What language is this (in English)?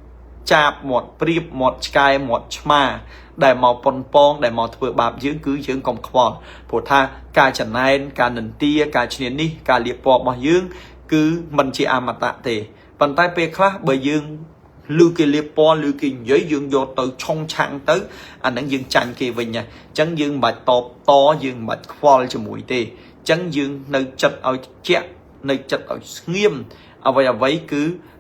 Khmer